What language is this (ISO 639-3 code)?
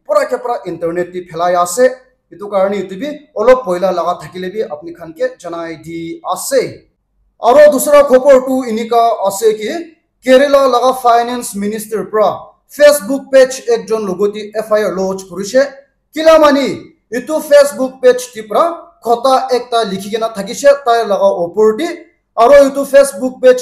nag